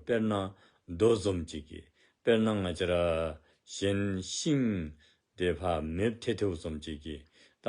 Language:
Dzongkha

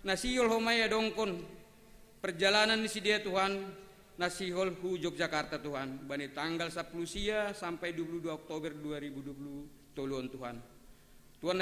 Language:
Batak Simalungun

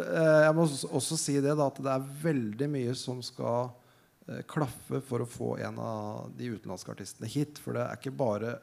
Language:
Norwegian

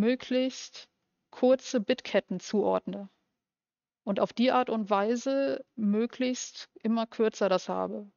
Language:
German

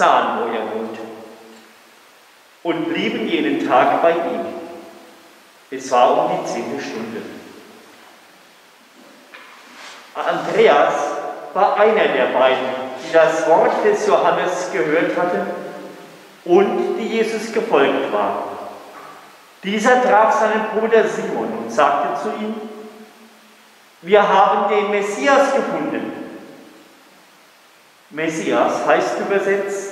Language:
German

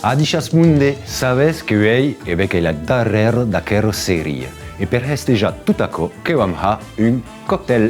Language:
Occitan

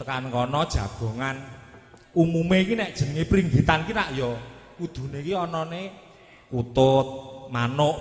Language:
Javanese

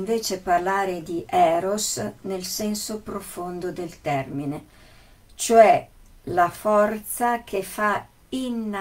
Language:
Italian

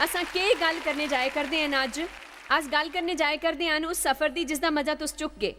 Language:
Dogri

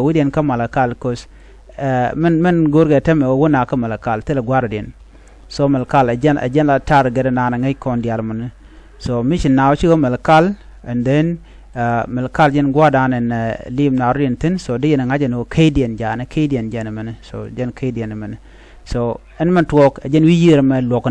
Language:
Nuer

